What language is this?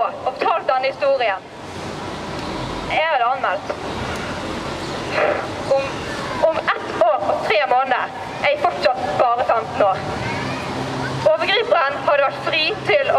Norwegian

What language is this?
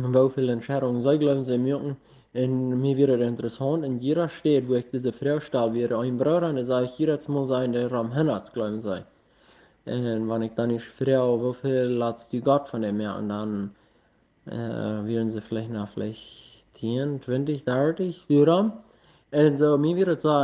Plautdietsch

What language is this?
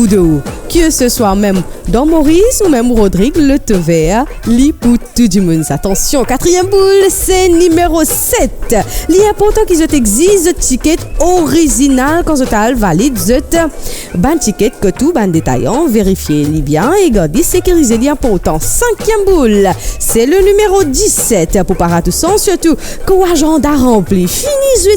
Morisyen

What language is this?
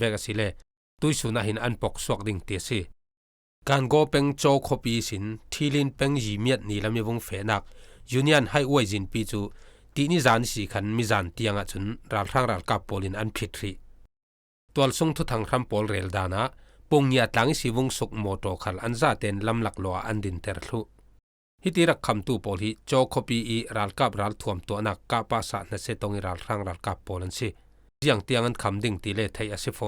Falam Chin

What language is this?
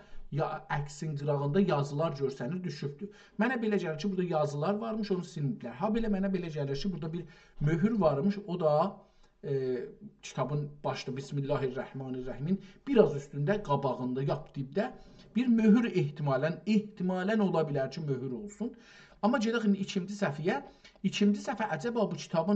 South Azerbaijani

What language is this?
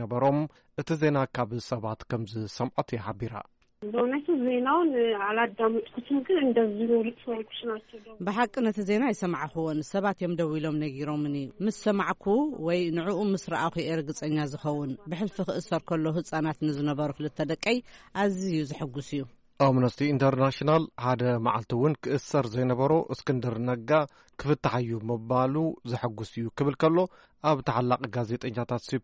Tigrinya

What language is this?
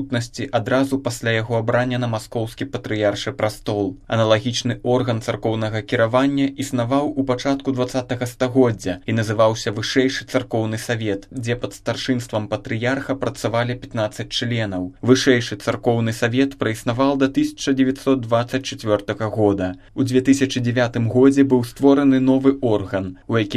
Belarusian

